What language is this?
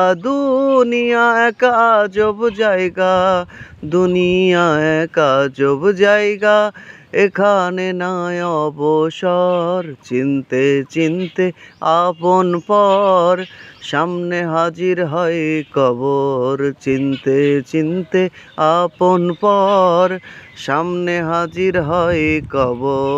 Bangla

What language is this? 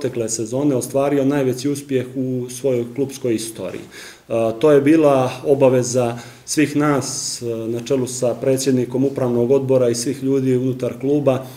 Bosnian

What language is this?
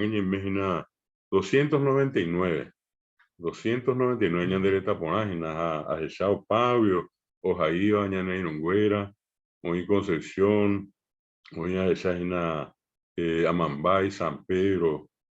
Guarani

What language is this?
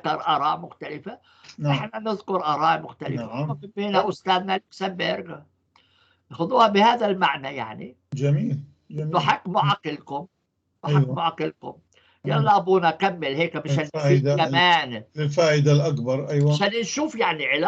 North Levantine Arabic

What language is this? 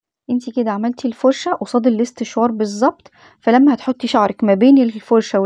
Egyptian Arabic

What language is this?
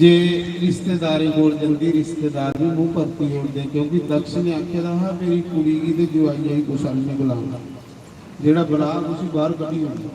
Dogri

